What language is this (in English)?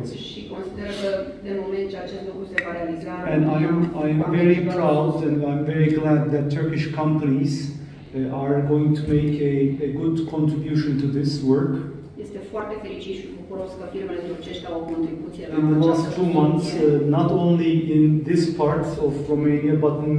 Romanian